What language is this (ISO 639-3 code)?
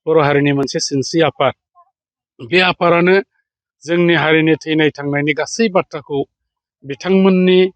brx